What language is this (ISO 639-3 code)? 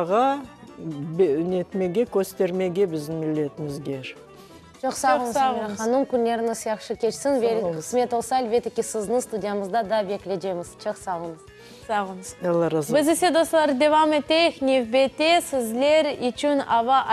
crh